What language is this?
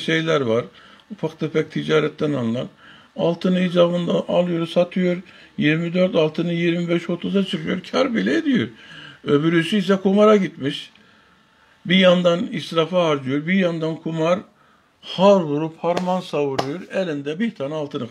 Turkish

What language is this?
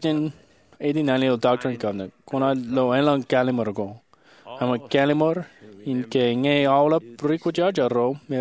Marshallese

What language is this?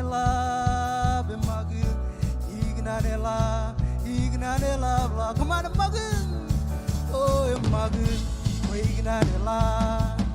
Marshallese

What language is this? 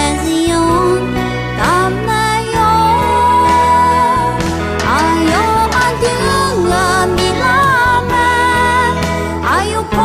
Akha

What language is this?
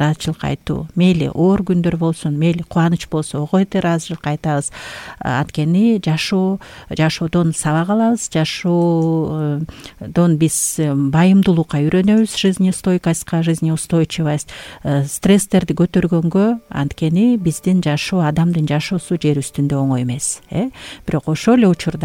Kyrgyz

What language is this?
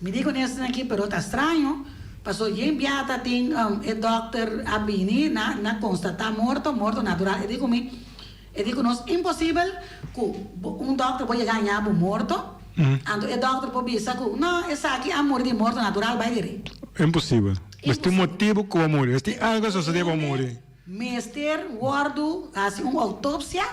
Papiamento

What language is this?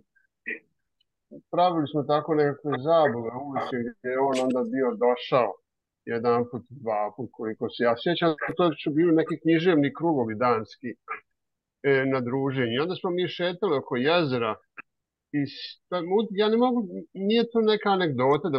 Croatian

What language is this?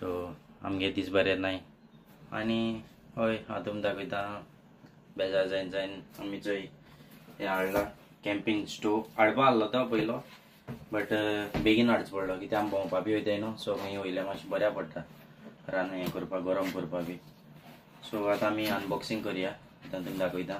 Konkani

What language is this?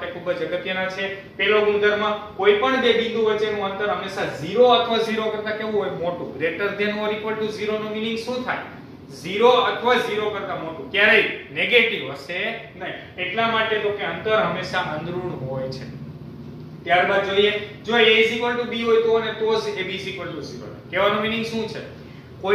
Gujarati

